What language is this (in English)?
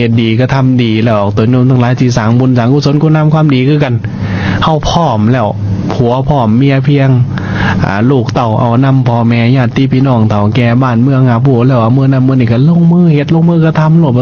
Lao